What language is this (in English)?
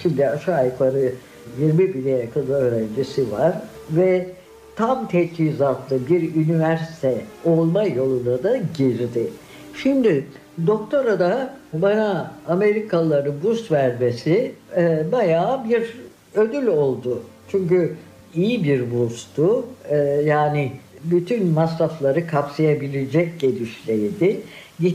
Turkish